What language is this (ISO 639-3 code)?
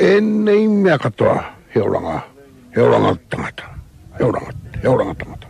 mri